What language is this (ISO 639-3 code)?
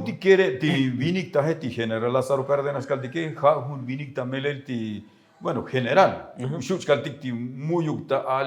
tzo